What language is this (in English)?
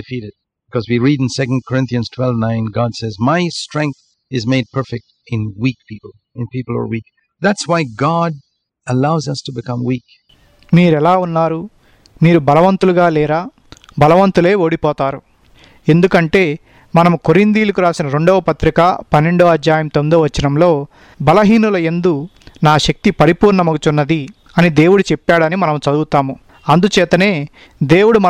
Telugu